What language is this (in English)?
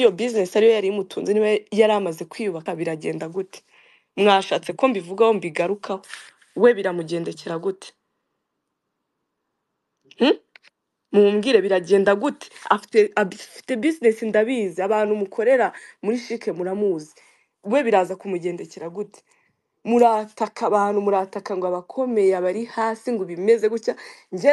Kinyarwanda